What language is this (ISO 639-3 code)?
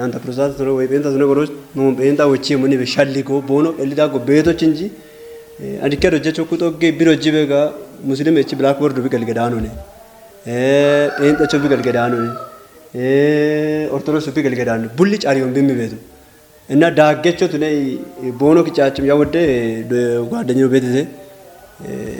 kbr